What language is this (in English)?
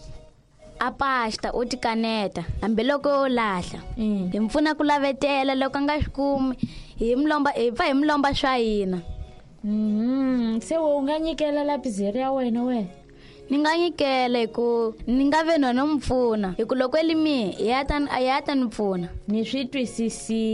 Tsonga